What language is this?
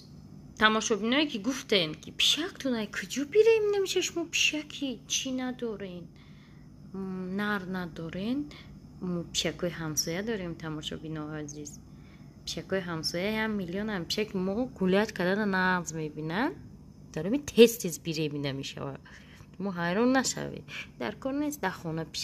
Tajik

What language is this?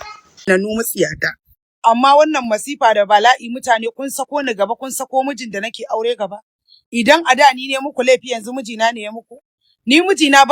Hausa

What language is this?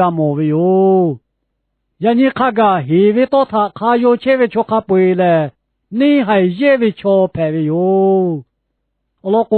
Lahu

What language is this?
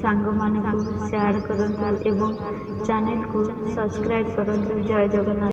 Odia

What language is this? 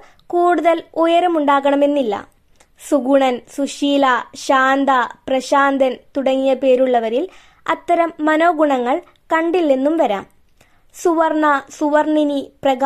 Malayalam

